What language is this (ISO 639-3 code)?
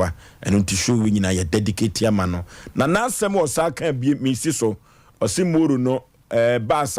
aka